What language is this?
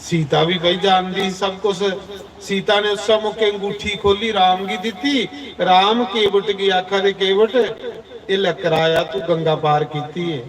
Dogri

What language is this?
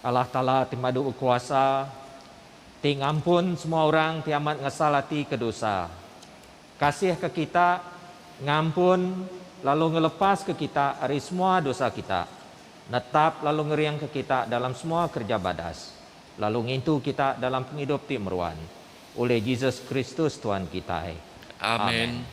Iban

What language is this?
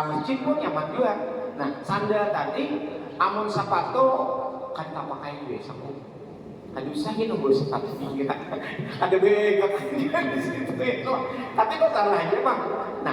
Banjar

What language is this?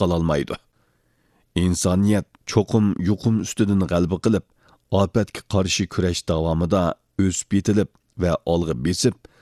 Uyghur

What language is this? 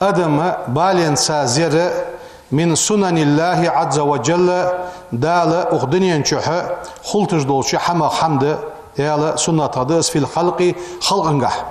Ingush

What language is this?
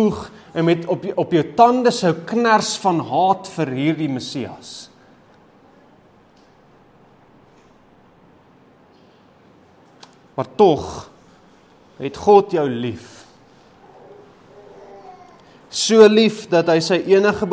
Afrikaans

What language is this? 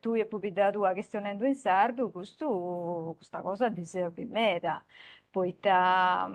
Sardinian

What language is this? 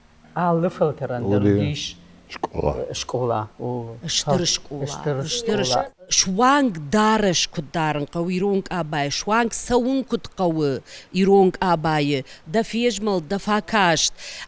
Ossetic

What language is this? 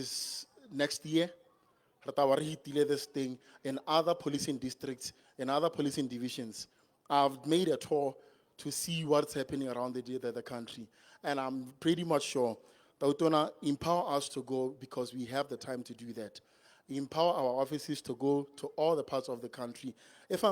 Tswana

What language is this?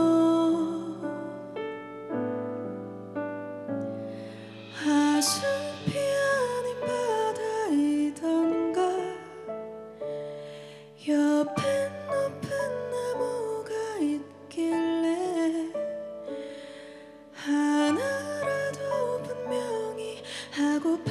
Korean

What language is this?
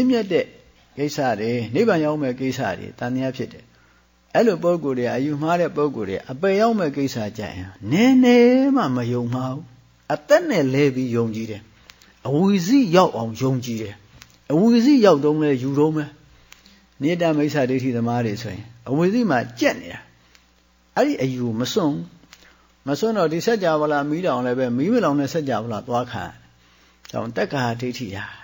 Burmese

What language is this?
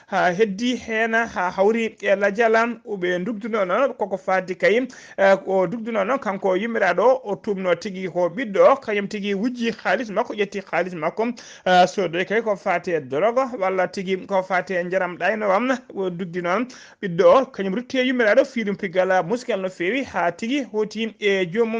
Fula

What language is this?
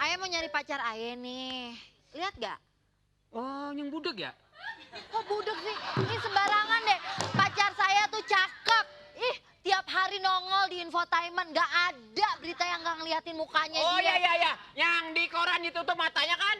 Betawi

